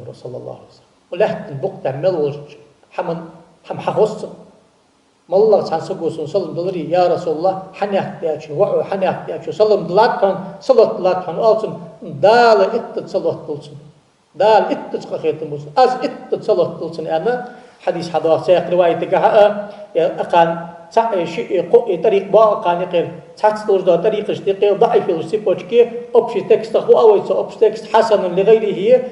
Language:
Ingush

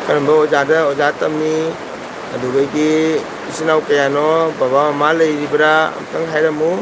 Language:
Manipuri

